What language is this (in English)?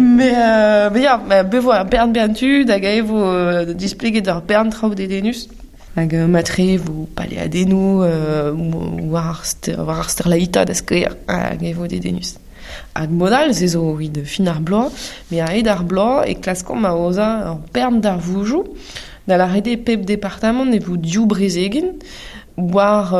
Breton